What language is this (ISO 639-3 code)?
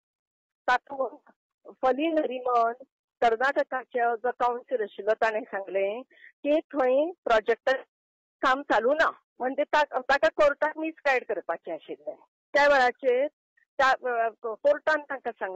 kok